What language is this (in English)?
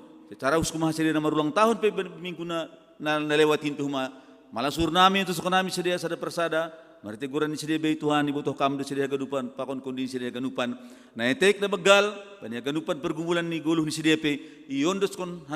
Batak Simalungun